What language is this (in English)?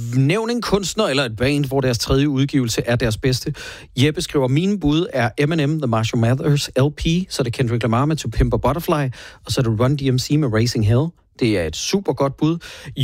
Danish